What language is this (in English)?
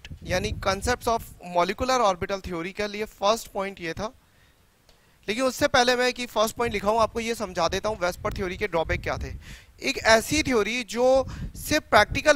Hindi